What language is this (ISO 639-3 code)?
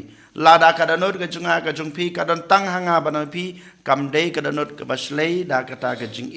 kha